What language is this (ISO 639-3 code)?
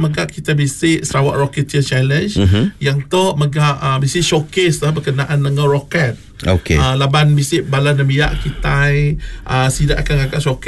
iba